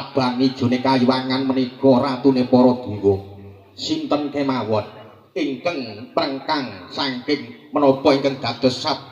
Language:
Javanese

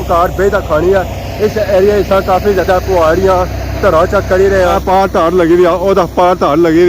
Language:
Pahari-Potwari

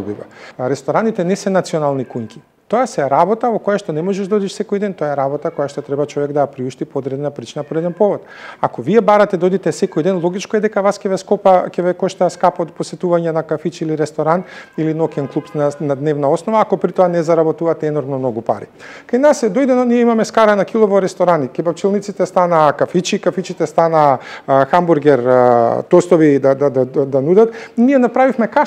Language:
Macedonian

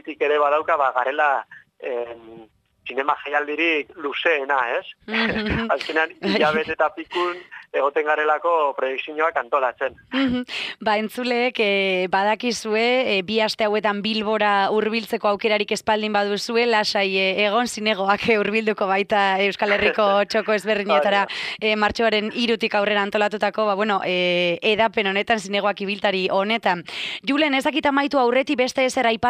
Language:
Basque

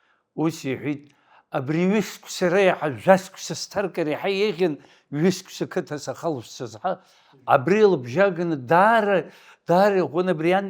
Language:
Abkhazian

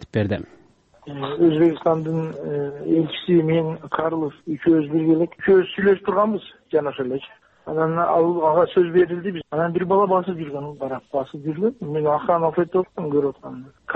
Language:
Kyrgyz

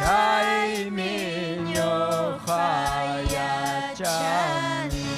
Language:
Ayacucho Quechua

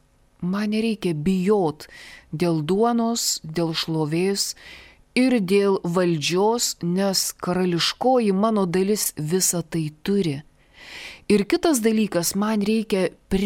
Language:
Lithuanian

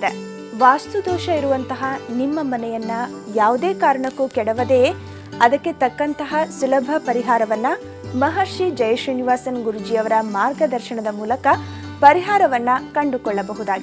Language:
Kannada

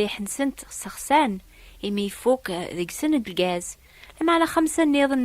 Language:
Kabyle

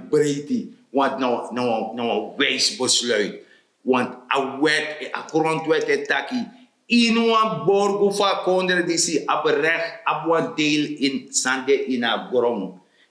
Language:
Sranan Tongo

